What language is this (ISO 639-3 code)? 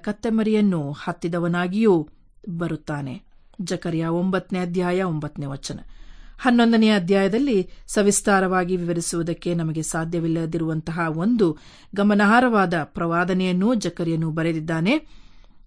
kan